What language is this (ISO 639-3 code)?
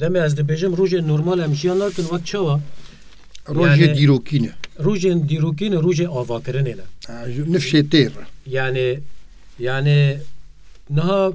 kur